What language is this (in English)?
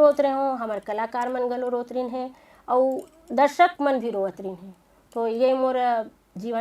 Chhattisgarhi